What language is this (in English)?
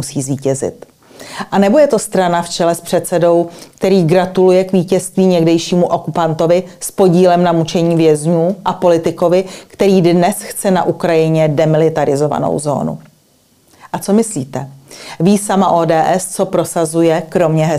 Czech